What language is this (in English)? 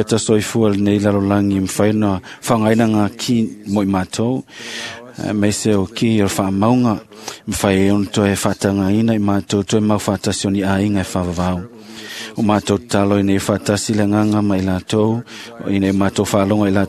Samoan